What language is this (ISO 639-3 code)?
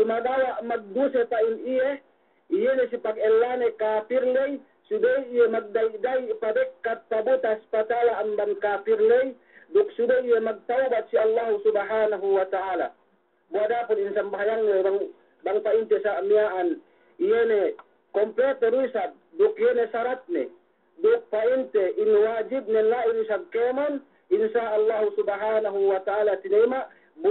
yka